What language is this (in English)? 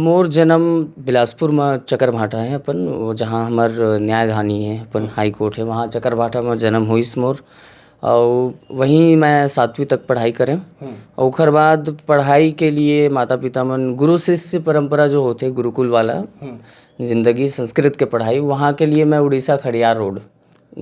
Chhattisgarhi